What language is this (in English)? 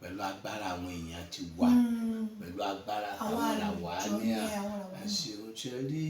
Yoruba